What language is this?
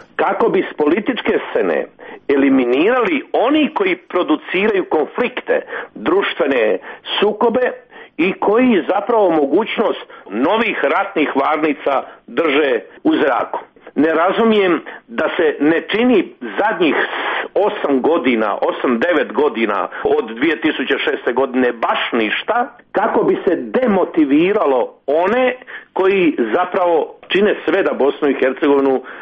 Croatian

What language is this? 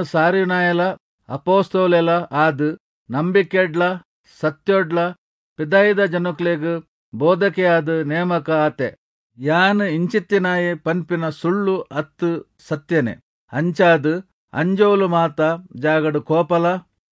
Tulu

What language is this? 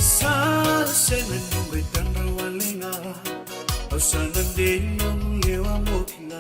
Fijian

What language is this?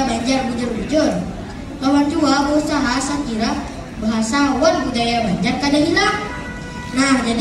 Banjar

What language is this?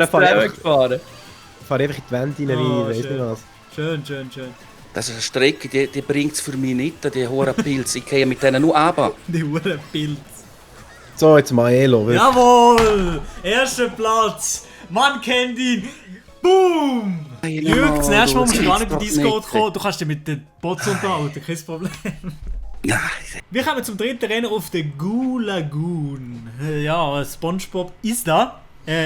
Swiss German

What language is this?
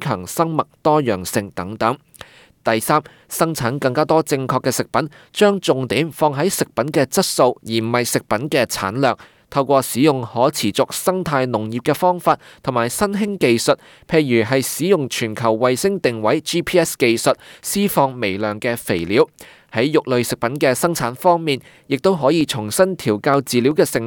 Cantonese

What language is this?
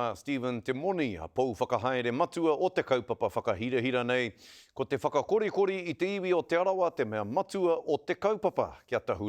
Māori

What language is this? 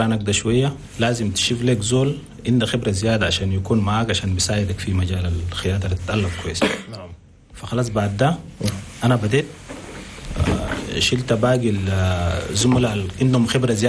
Chadian Arabic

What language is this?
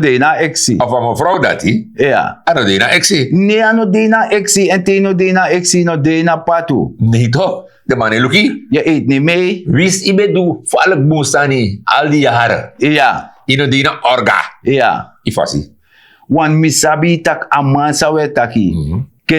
Sranan Tongo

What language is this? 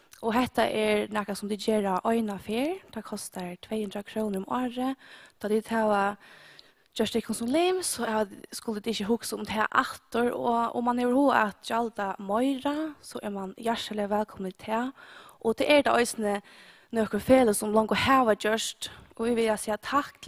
Faroese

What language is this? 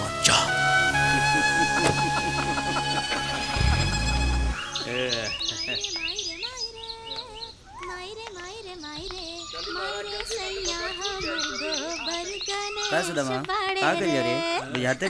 Bhojpuri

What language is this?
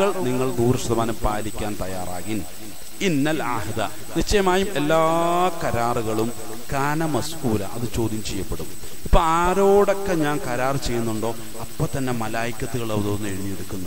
Malayalam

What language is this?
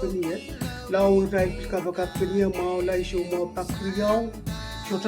Pohnpeian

